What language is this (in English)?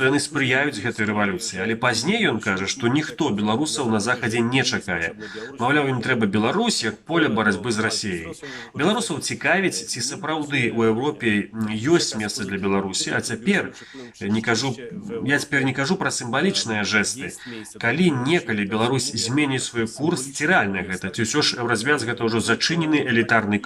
Belarusian